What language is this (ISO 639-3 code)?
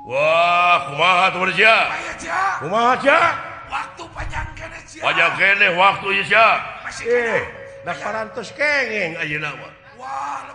sun